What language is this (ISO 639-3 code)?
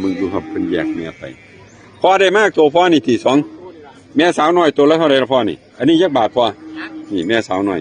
tts